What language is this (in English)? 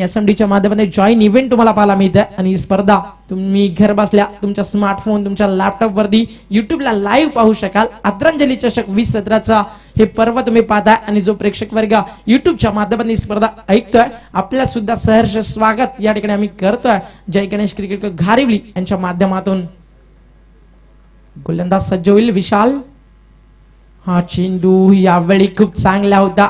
Marathi